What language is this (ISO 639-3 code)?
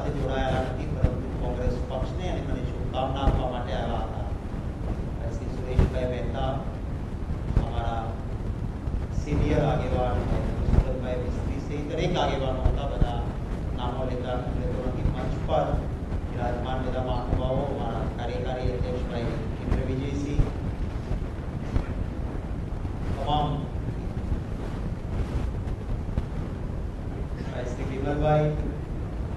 guj